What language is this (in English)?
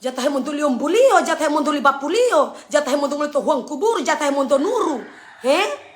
Manado Malay